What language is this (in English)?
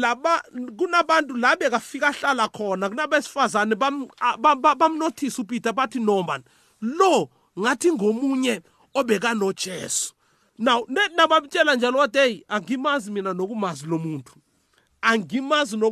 South Ndebele